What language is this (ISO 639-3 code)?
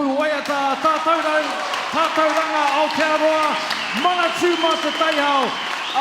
mri